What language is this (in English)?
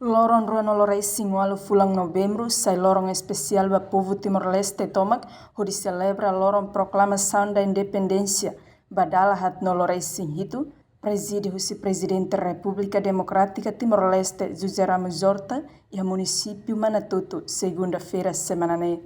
Tetum